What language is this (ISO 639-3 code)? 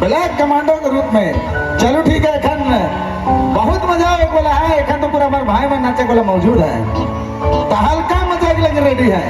sck